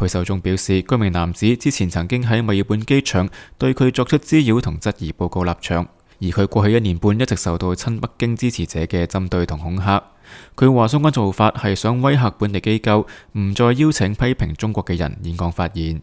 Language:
Cantonese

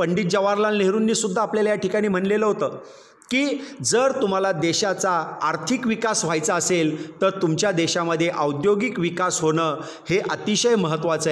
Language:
Marathi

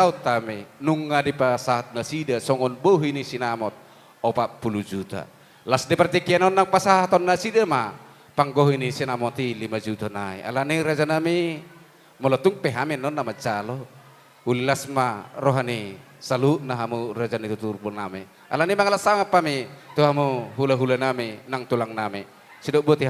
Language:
Batak Toba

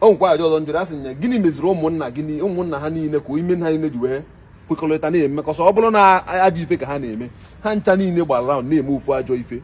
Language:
Igbo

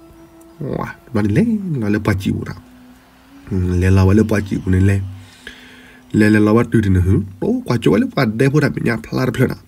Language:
S'gaw Karen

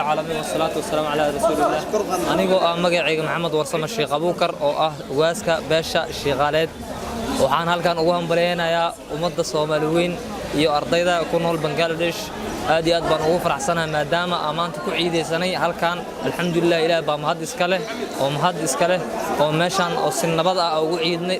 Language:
Somali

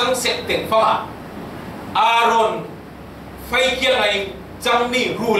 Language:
Falam Chin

